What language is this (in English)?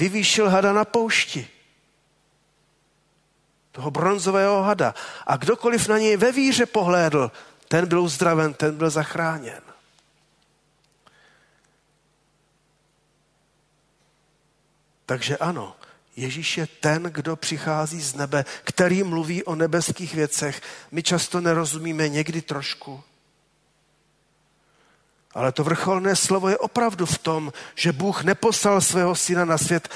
Czech